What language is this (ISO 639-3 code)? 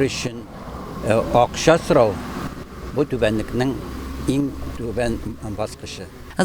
tat